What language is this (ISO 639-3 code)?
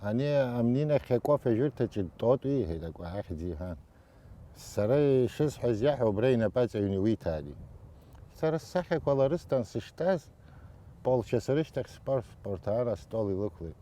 abk